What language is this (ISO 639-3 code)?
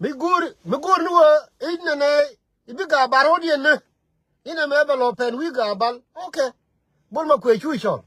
nus